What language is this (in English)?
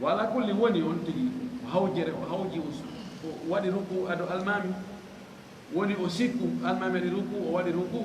Fula